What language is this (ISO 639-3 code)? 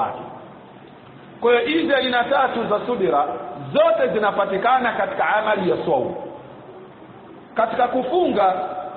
swa